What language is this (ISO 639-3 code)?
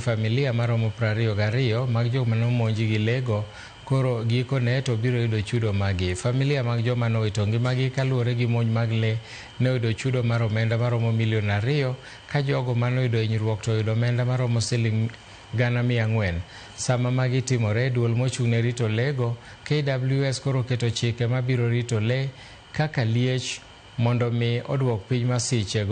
luo